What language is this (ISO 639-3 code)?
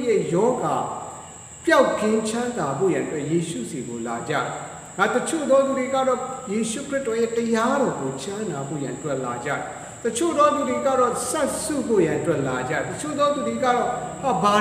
mya